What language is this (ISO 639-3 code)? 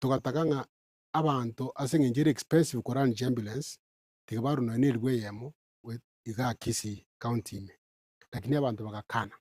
guz